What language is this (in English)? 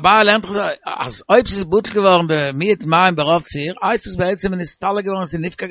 Yiddish